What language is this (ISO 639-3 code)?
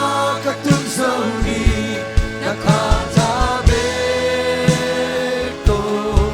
ctd